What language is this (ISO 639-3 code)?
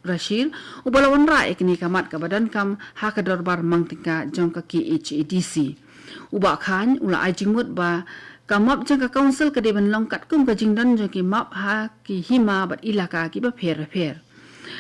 kha